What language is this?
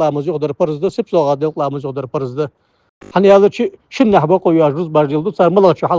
Ingush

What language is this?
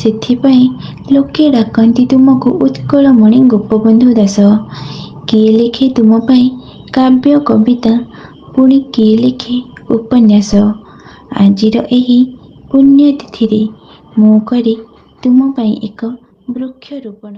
Odia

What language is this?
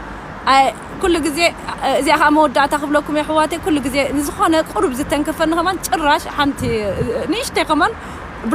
Tigrinya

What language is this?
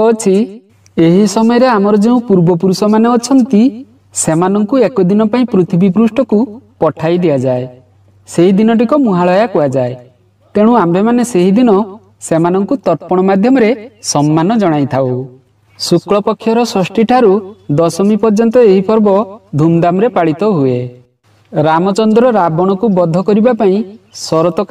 Odia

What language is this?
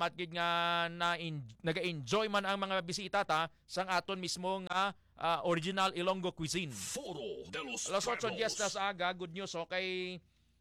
Hiligaynon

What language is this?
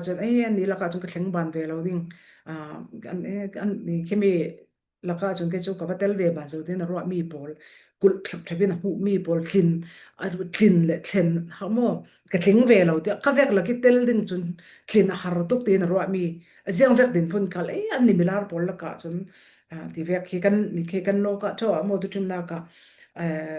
Falam Chin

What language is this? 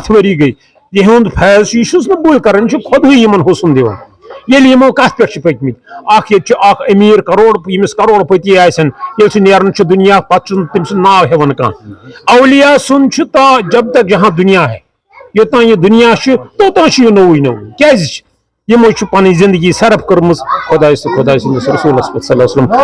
Kashmiri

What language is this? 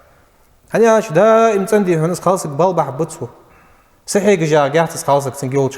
Ingush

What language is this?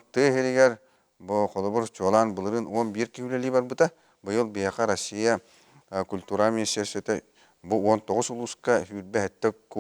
Yakut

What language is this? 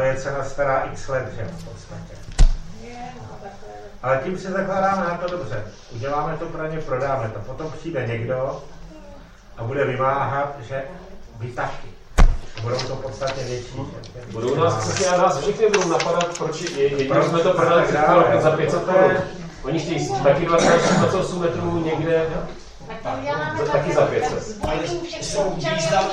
Czech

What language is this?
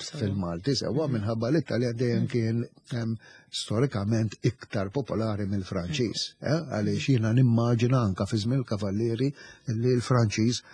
Maltese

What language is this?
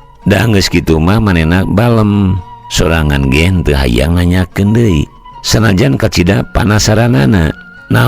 Sundanese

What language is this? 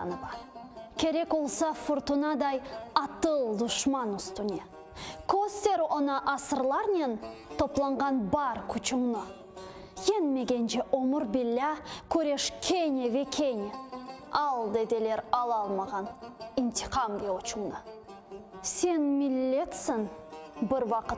Crimean Tatar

